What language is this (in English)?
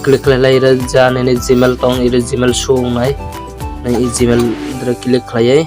Kok Borok